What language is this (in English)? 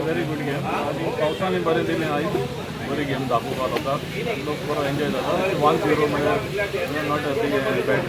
Konkani